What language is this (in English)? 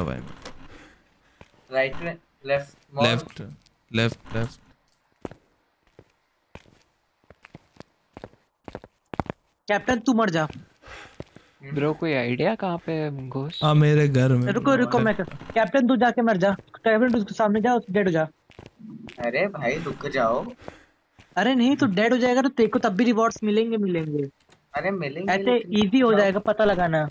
Hindi